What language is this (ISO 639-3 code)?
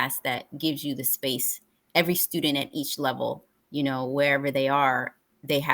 eng